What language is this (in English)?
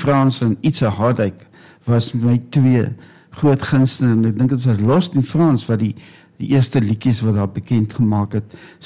Afrikaans